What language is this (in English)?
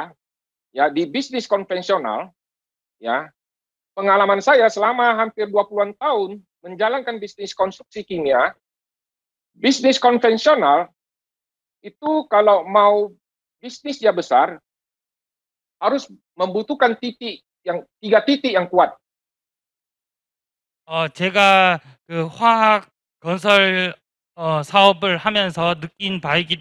Indonesian